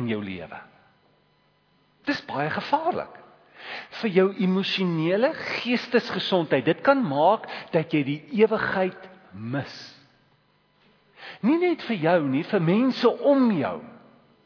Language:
Afrikaans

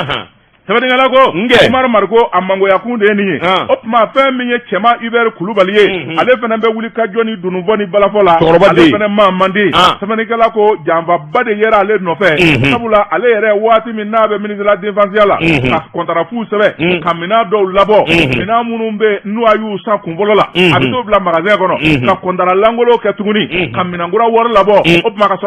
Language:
Bambara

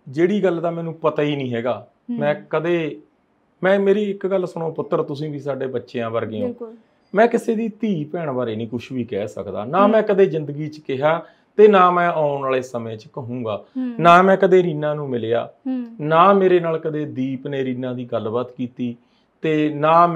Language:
Punjabi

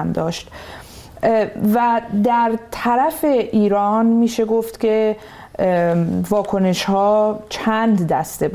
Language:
Persian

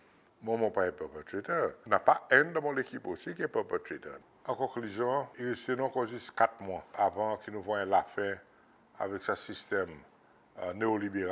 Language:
Seselwa Creole French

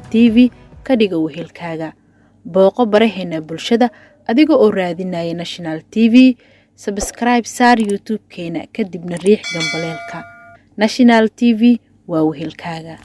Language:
Somali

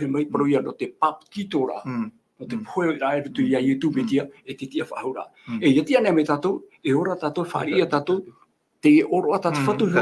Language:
Tahitian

